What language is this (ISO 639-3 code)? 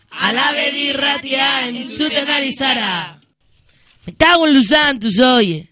eus